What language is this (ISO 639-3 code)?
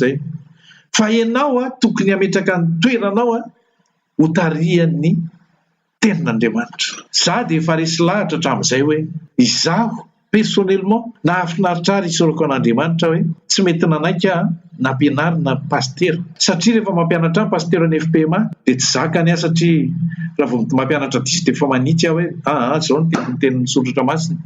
mlg